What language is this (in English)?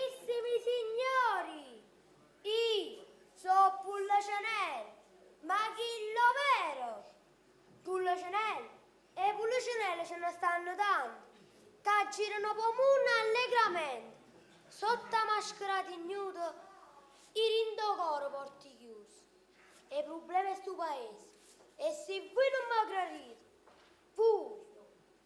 Neapolitan